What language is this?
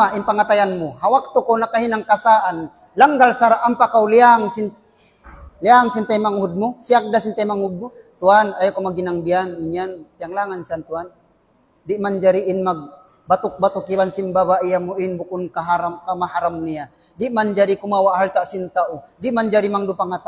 Tausug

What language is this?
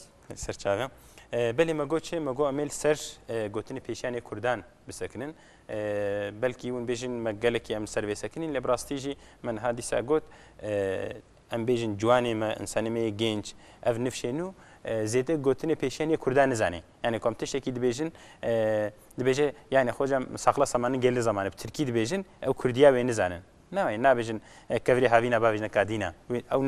Kurdish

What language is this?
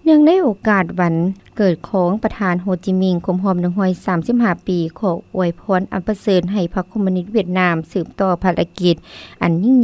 Lao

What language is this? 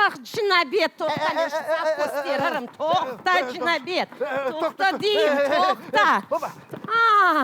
Crimean Tatar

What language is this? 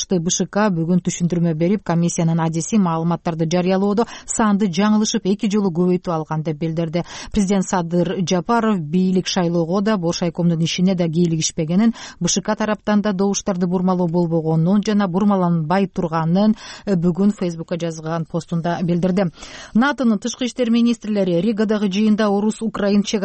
Kyrgyz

